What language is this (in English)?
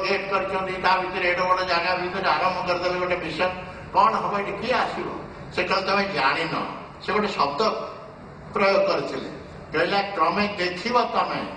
Odia